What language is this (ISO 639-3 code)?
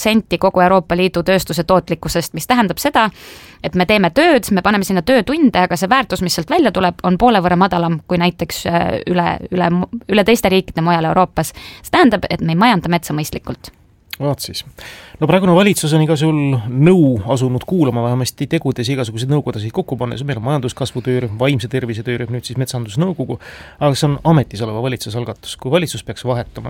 est